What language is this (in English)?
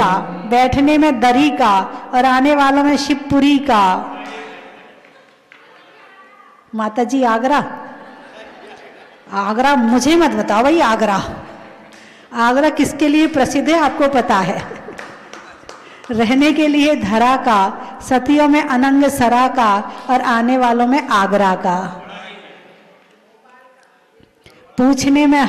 Hindi